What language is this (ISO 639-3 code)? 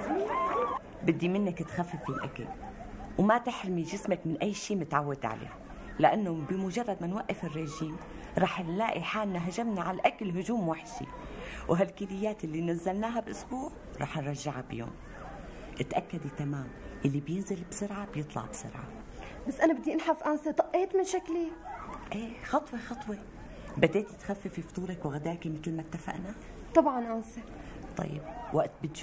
apc